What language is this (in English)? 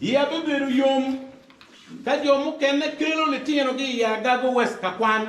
Acoli